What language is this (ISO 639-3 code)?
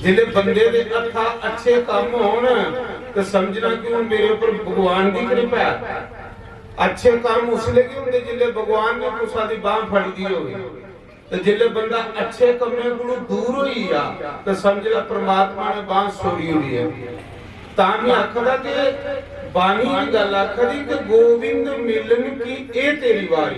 doi